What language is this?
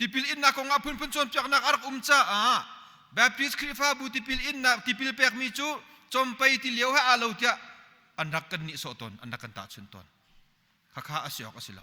Hakha Chin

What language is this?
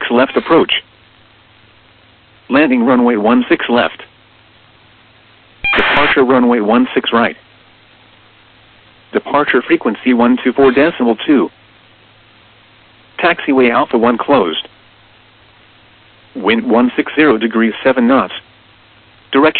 English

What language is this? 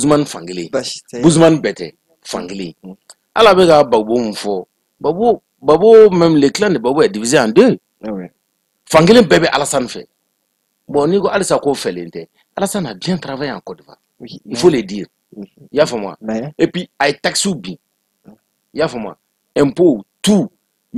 Bambara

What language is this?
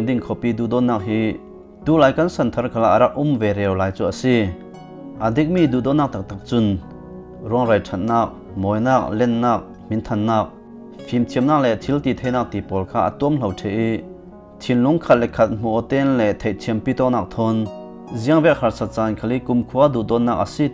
Falam Chin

